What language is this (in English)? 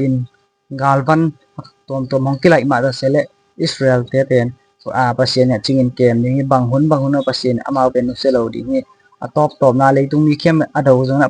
Tedim Chin